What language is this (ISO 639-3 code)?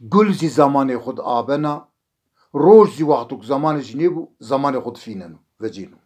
zza